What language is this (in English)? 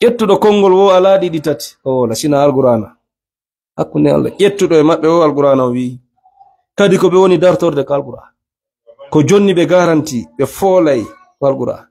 Fula